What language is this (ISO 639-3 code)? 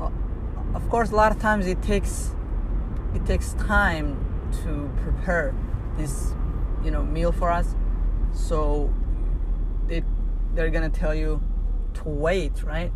eng